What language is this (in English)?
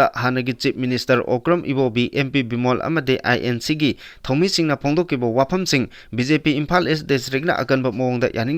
Manipuri